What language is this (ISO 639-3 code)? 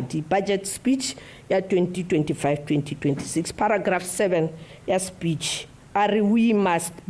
tsn